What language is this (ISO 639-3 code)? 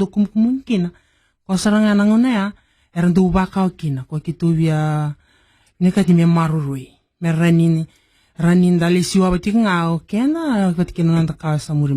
fij